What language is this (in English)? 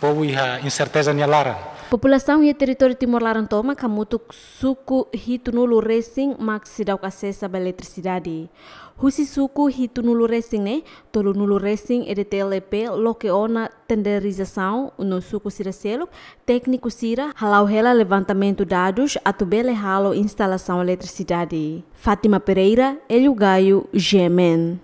Tetum